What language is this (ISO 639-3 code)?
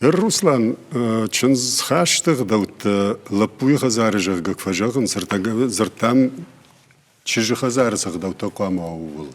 oss